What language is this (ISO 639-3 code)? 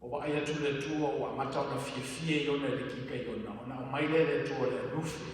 smo